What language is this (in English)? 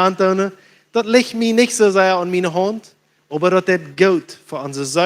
Plautdietsch